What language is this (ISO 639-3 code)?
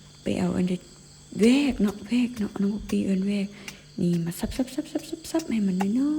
lao